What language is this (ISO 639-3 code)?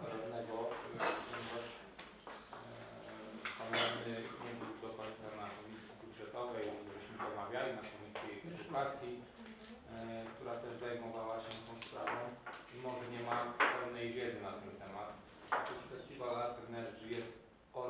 pol